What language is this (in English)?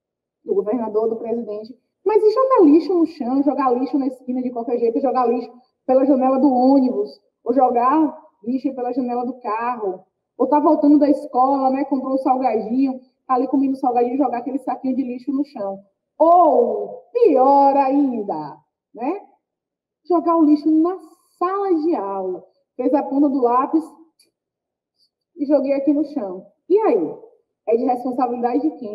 Portuguese